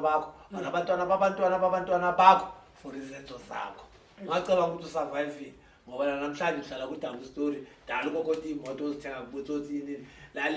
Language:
Zulu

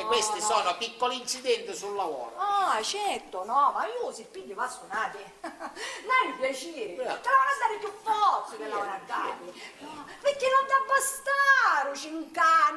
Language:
Sicilian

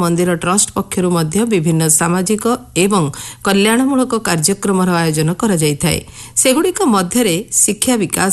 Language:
Odia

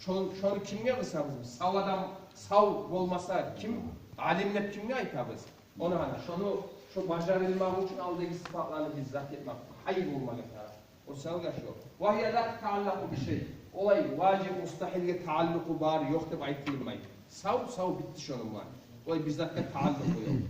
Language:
Kumyk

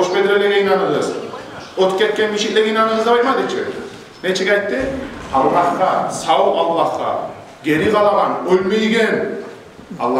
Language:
Kumyk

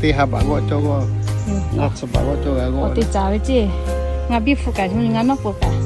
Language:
Lahu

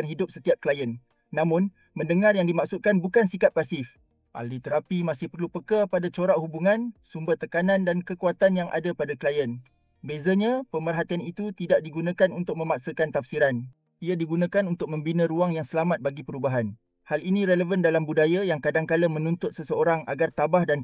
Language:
Malay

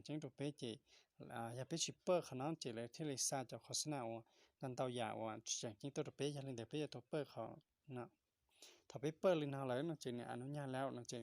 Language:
Hmong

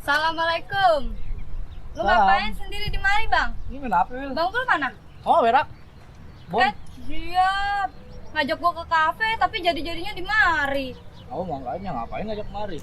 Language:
Betawi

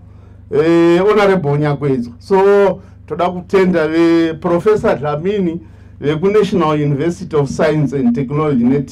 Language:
Shona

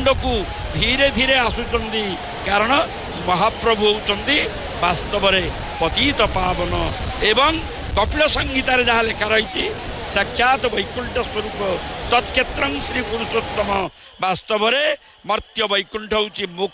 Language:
Odia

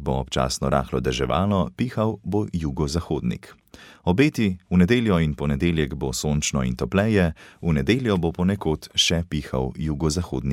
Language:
Slovenian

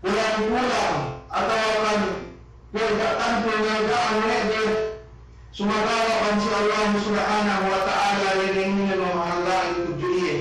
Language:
Yakan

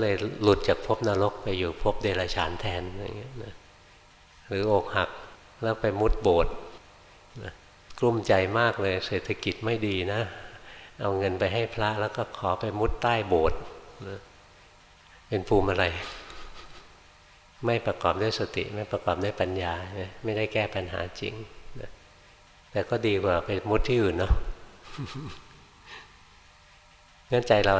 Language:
Thai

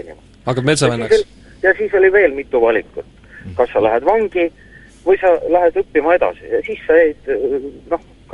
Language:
Estonian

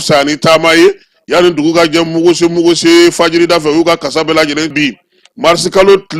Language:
Bambara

